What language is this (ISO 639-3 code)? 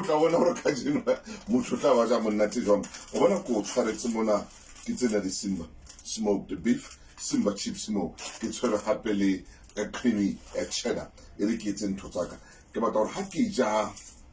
sot